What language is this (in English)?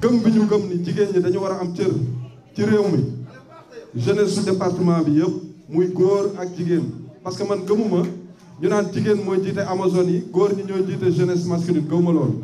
Wolof